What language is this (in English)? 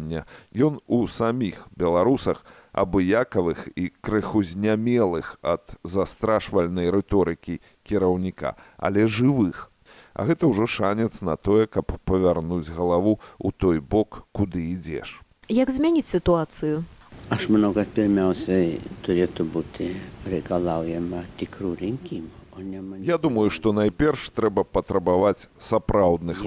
Belarusian